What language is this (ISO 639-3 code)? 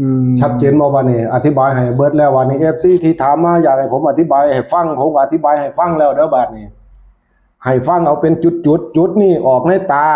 tts